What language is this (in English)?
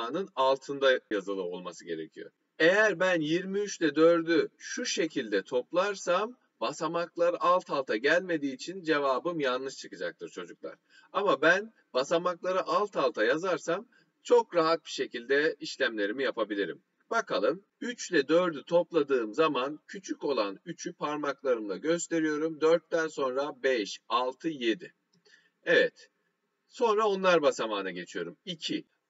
Turkish